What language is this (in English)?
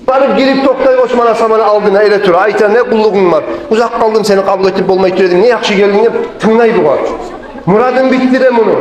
Kumyk